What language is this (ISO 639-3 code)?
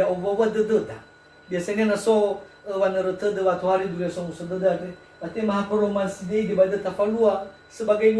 nia